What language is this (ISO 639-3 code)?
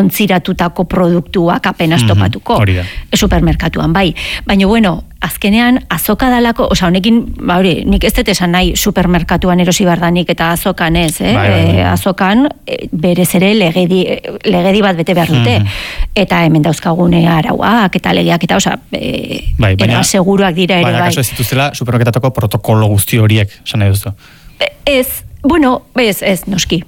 eus